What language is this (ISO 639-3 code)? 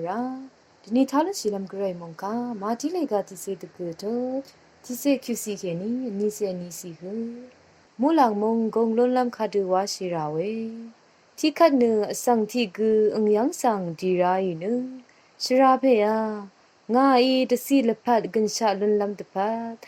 raw